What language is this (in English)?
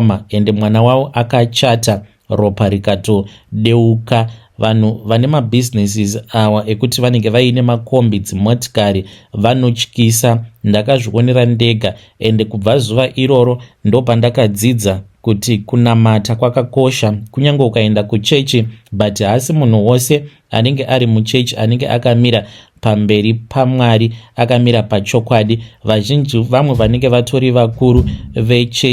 Shona